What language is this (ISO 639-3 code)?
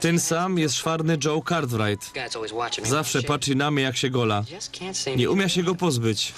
szl